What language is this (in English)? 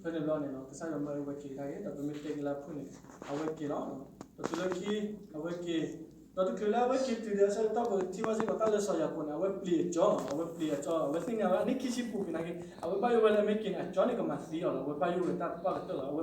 S'gaw Karen